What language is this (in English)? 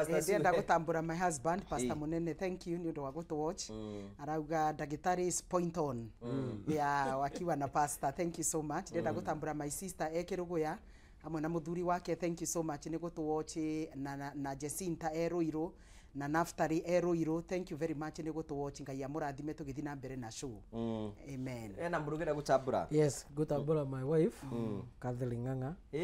Kikuyu